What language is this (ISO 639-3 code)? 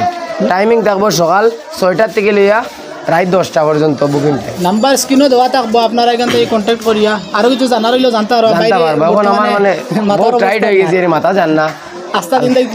syl